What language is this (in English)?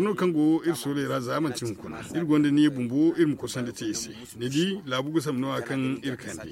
Zarma